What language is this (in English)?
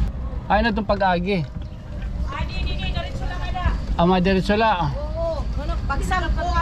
Waray